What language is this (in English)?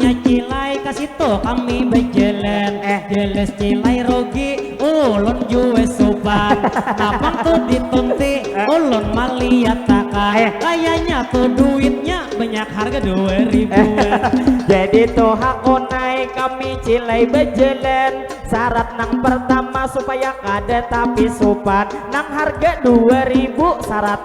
Banjar